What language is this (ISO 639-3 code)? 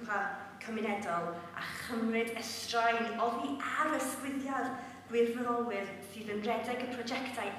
cym